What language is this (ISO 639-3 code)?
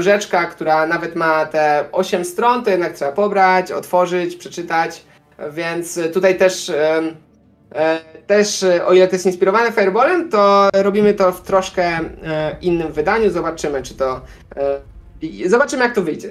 pol